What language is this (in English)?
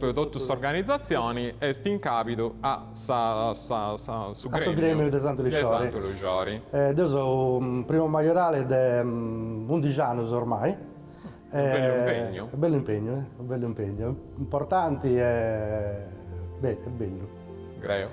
Sardinian